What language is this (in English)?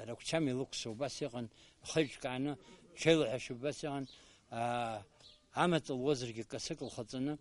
Abkhazian